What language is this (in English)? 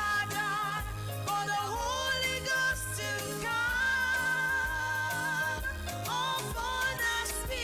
Ewe